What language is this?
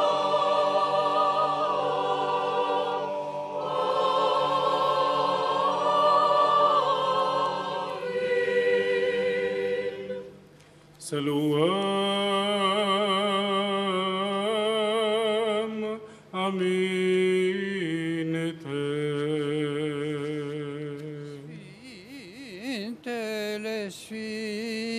Romanian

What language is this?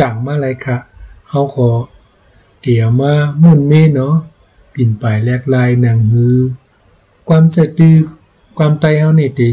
Shan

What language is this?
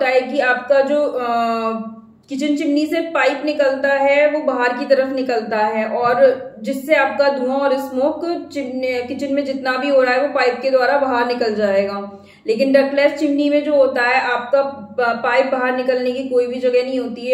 Hindi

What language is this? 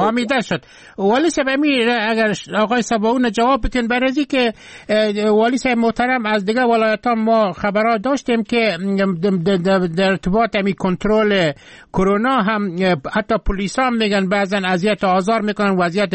Persian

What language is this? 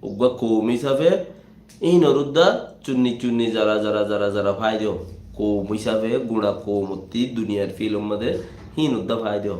Rohingya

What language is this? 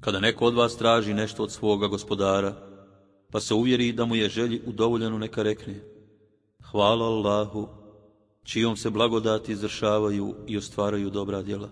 Bosnian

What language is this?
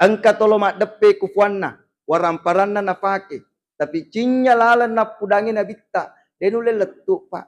Buginese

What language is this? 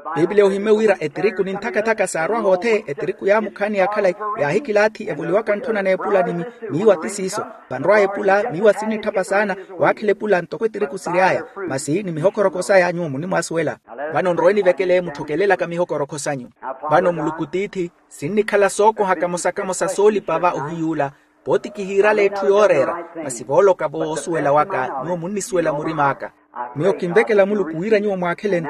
Makhuwa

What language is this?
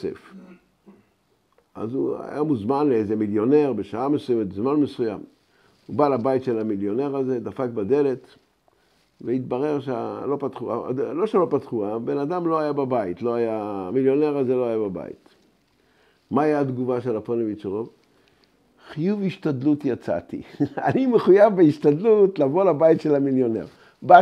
Hebrew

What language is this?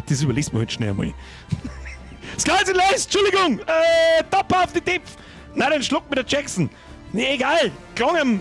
Bavarian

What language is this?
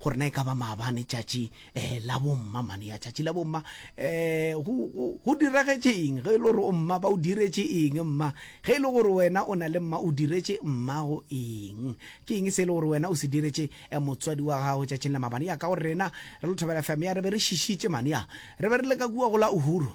Northern Sotho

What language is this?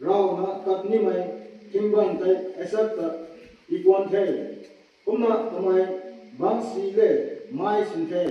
Rongmei Naga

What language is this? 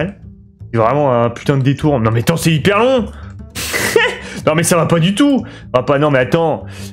French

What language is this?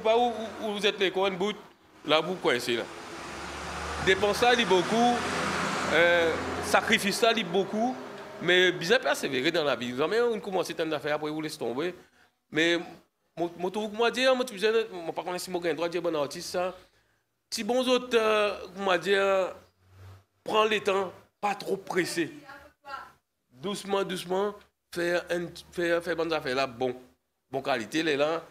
French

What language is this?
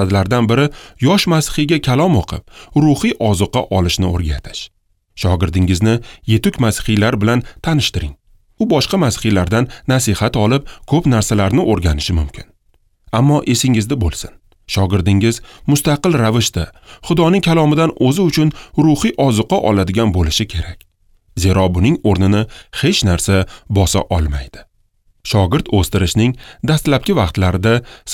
Uzbek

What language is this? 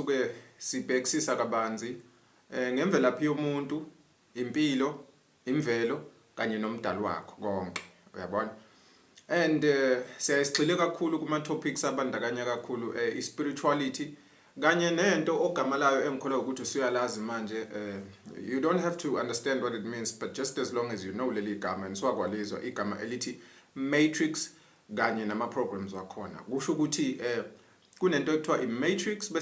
Zulu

